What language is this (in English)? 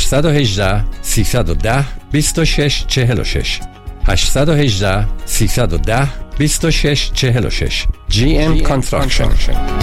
Persian